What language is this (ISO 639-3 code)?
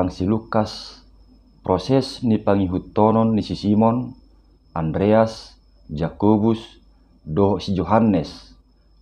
bbc